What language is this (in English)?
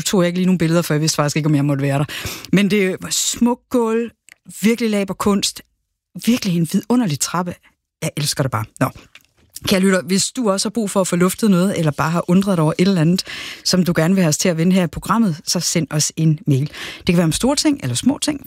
Danish